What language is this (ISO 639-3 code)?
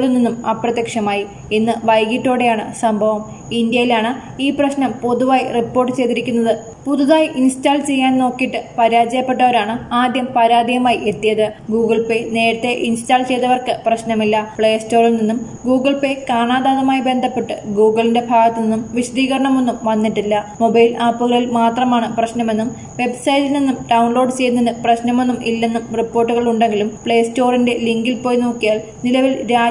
mal